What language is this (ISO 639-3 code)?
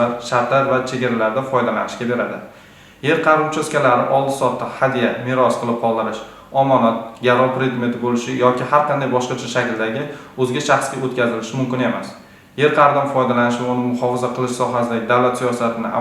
uzb